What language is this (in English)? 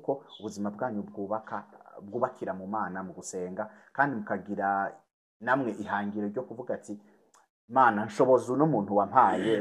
Rundi